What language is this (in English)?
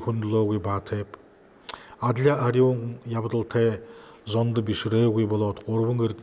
Buriat